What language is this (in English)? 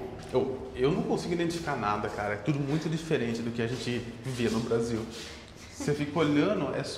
Portuguese